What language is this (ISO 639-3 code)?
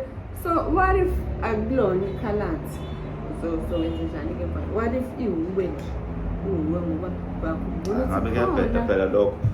zul